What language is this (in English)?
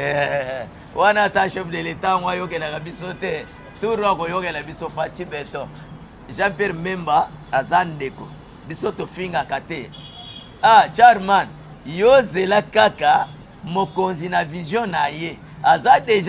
Lingala